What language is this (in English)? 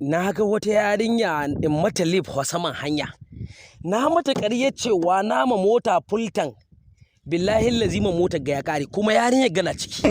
Hausa